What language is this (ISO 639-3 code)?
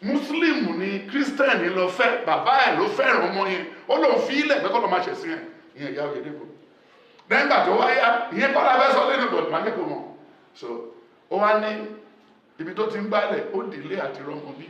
yor